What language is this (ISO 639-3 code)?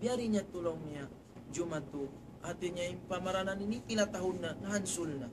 tsg